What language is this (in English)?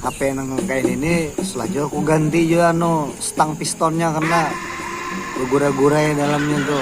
Banjar